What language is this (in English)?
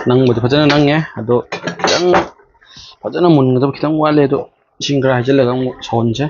Manipuri